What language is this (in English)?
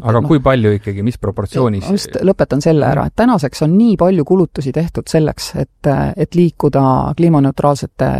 Estonian